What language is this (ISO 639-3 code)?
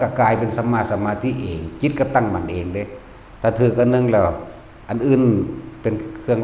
tts